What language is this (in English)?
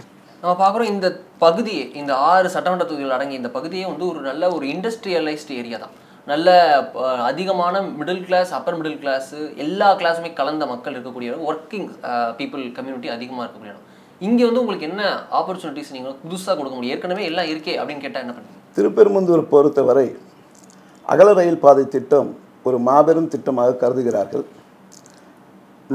Tamil